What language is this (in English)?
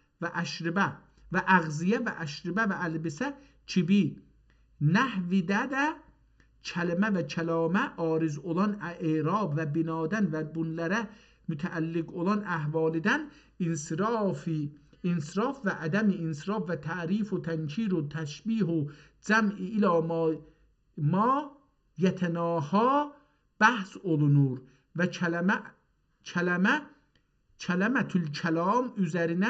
South Azerbaijani